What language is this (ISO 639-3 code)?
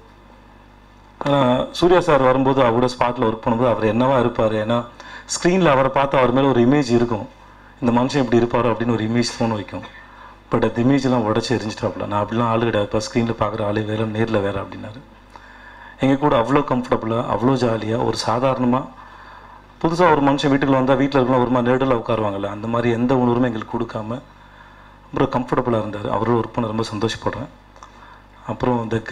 tam